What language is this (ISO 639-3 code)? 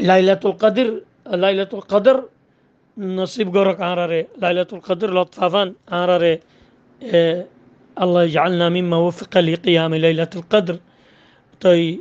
rhg